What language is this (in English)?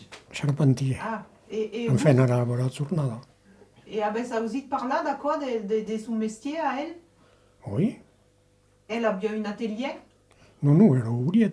Occitan